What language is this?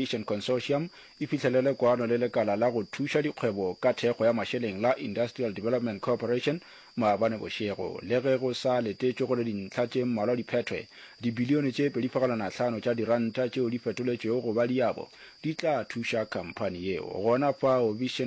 Northern Sotho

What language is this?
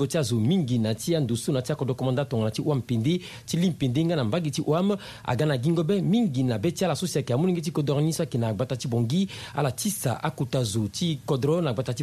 Sango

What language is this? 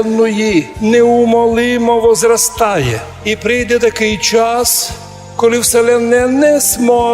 Rusyn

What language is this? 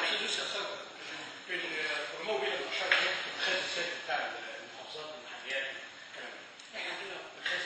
Egyptian Arabic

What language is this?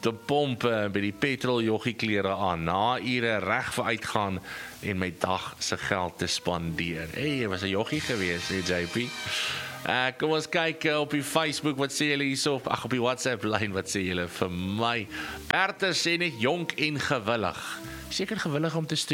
Afrikaans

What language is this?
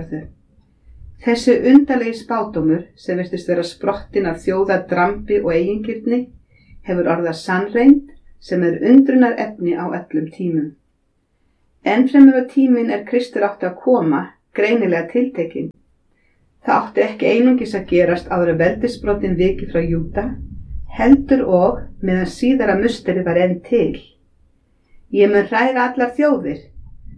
Icelandic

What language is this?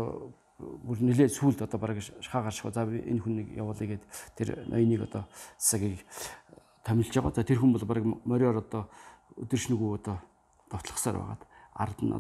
Mongolian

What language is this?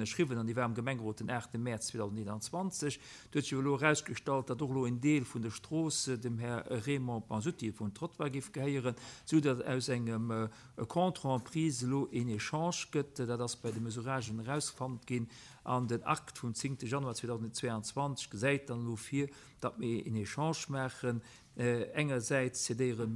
Luxembourgish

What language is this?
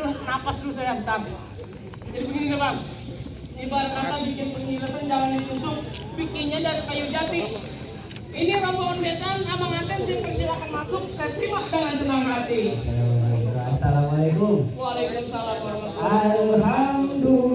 Betawi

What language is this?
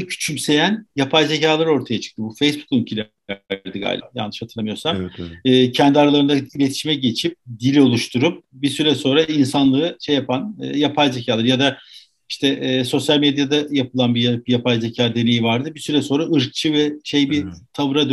Turkish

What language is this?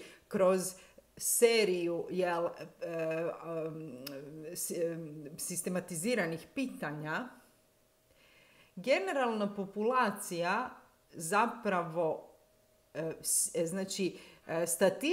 Croatian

